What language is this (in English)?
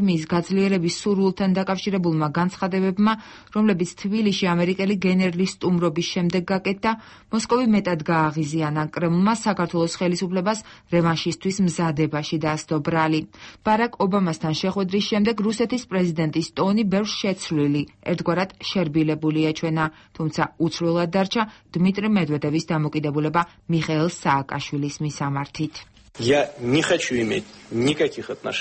Georgian